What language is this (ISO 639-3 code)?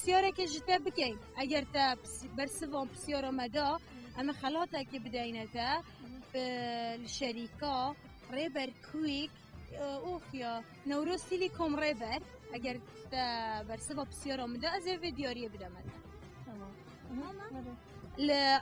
kur